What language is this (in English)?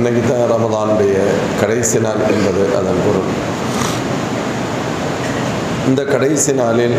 Tamil